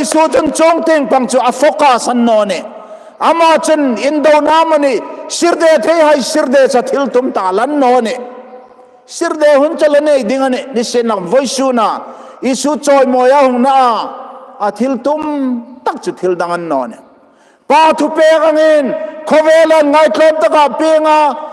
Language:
Hmar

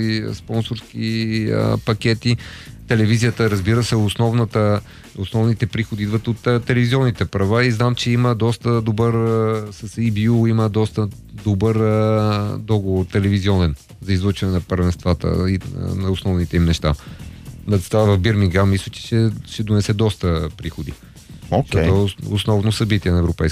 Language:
Bulgarian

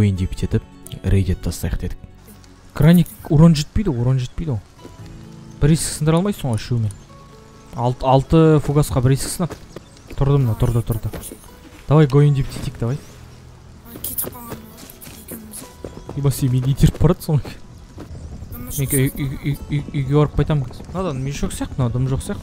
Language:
Kazakh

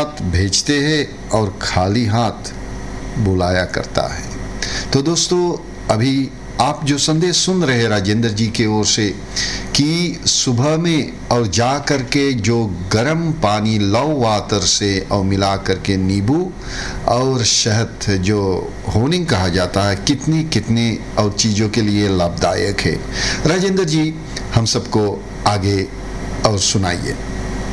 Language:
Hindi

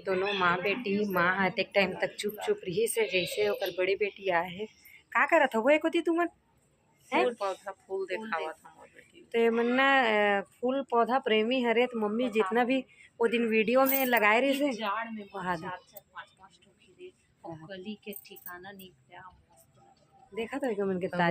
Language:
Chhattisgarhi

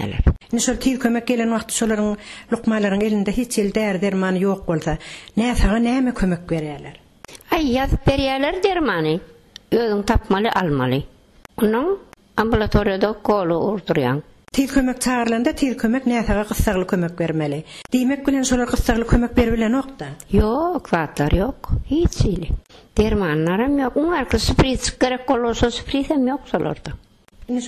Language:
Turkmen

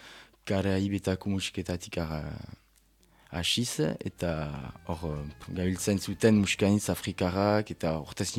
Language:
Basque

